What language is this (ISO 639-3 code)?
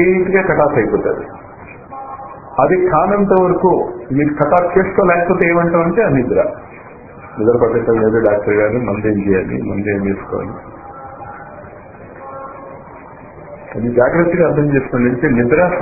tel